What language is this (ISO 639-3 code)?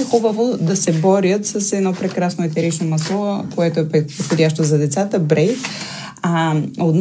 bul